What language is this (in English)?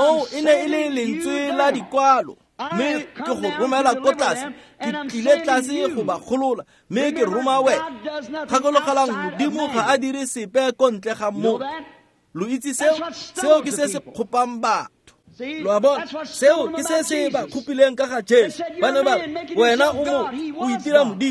Tswana